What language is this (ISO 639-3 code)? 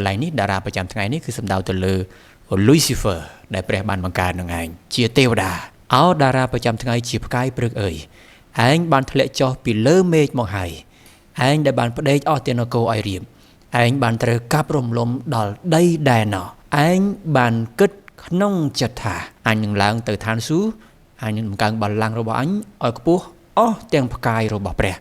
khm